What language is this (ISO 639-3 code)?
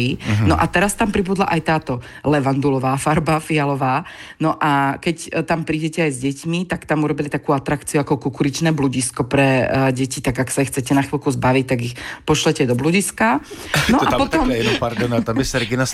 slk